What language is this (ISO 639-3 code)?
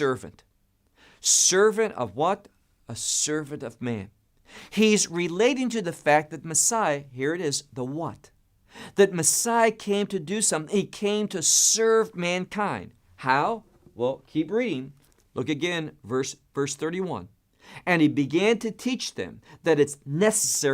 eng